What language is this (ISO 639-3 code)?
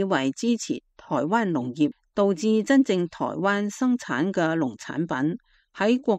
yue